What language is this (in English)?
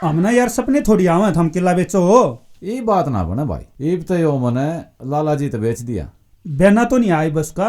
Haryanvi